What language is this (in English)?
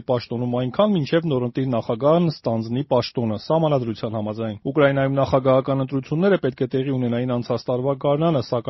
Armenian